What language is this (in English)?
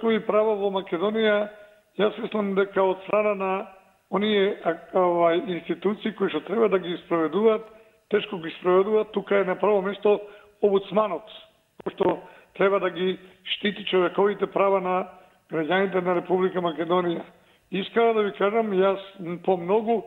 Macedonian